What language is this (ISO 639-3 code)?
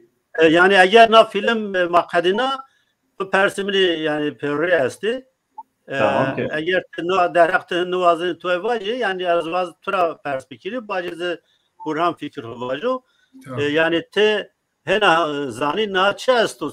zza